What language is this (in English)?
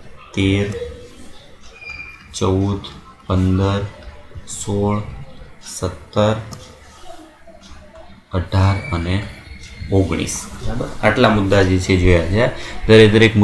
Gujarati